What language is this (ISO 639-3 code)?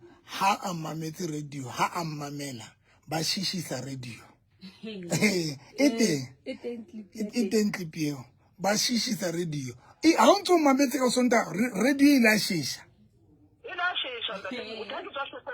sot